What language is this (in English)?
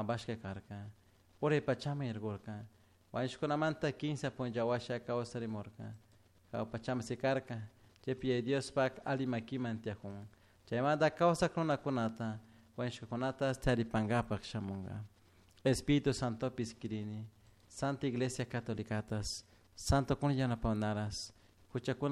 Chimborazo Highland Quichua